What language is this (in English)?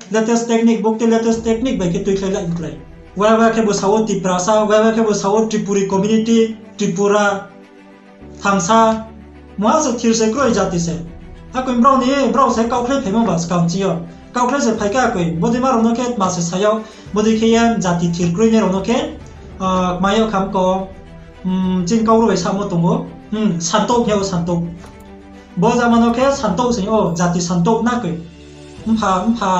Riang (India)